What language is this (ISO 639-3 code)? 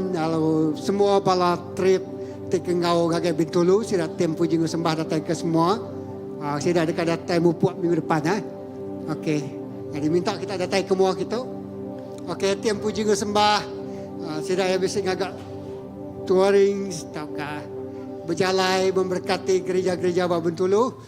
iba